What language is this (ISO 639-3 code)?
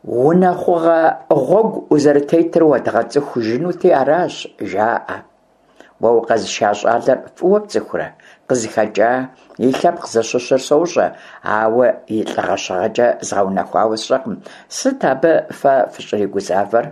kbd